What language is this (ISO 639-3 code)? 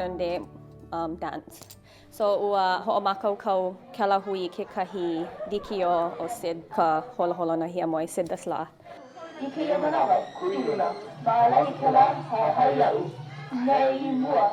haw